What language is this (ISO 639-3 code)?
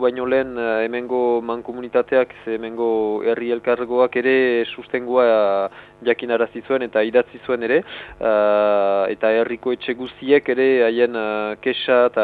eus